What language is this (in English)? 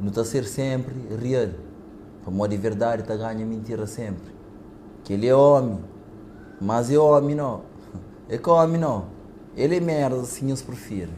Kabuverdianu